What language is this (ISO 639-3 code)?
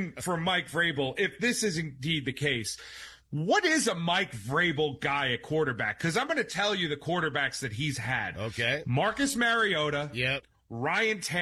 eng